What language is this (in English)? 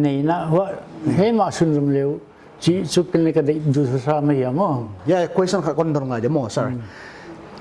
Paite Chin